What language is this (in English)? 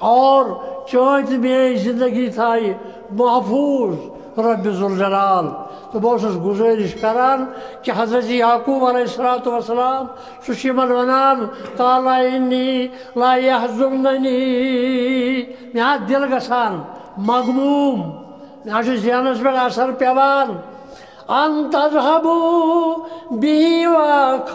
Kashmiri